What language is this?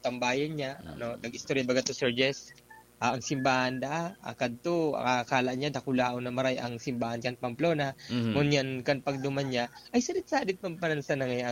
Bikol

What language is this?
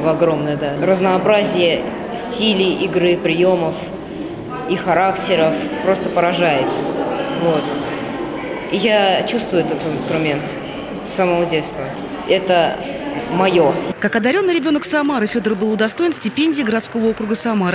Russian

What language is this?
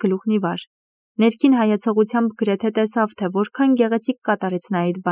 Armenian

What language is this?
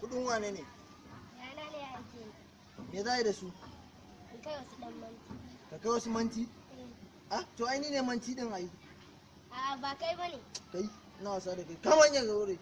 Hausa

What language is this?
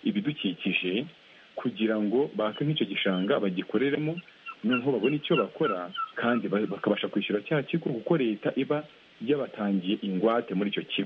Kinyarwanda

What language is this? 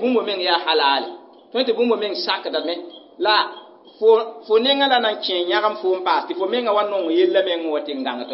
Mossi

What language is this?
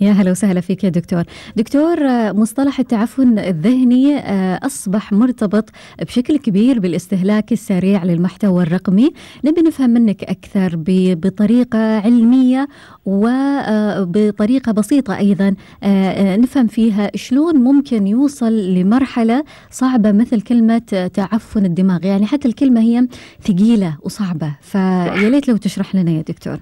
Gulf Arabic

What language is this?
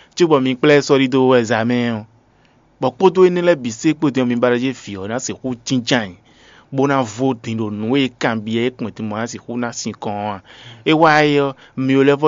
Fon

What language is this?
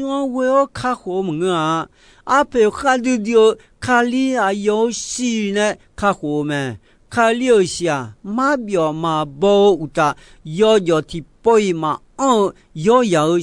Akha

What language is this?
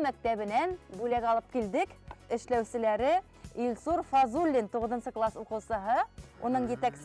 Bashkir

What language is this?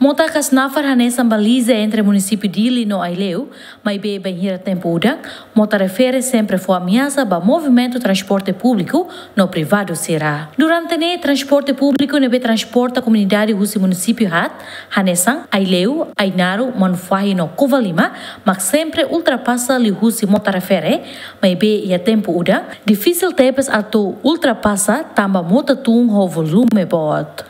Tetum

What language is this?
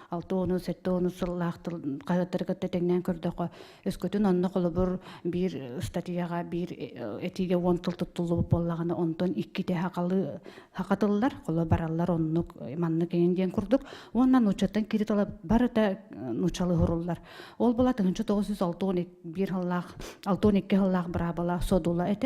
Yakut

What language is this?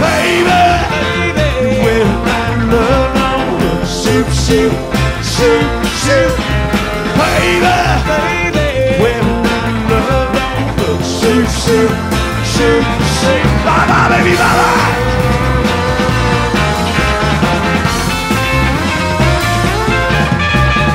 English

